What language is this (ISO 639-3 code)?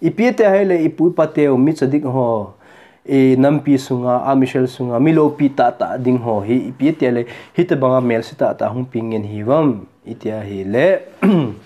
tcz